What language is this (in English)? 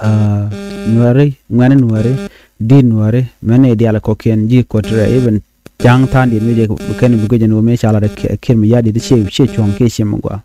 Nuer